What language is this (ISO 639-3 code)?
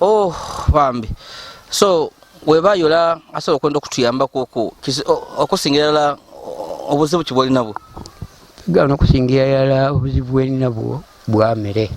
lug